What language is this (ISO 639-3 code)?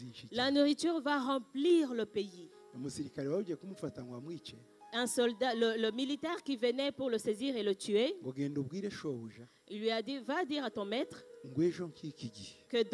kin